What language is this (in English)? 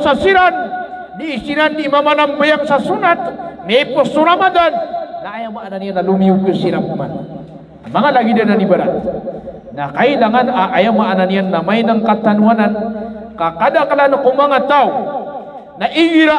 Maranao